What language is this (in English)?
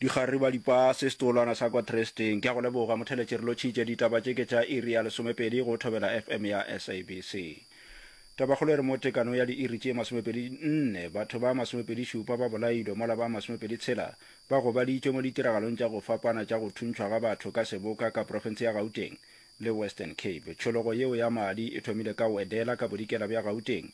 Northern Sotho